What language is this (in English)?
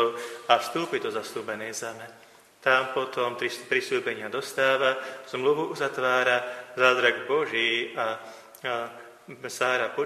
Slovak